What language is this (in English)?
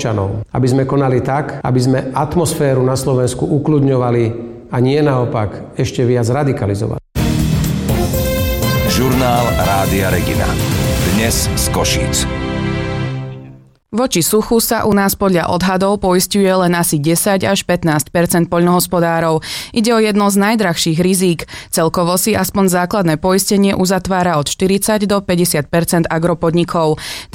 Slovak